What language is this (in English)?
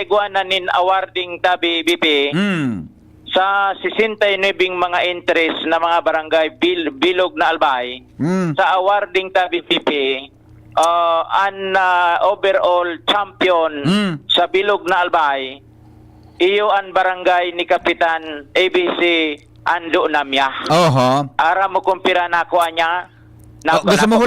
Bikol